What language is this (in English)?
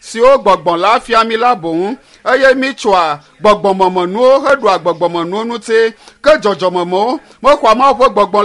Ewe